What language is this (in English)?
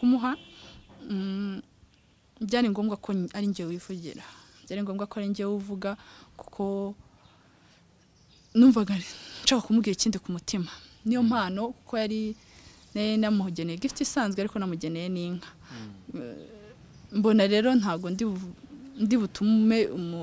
Kinyarwanda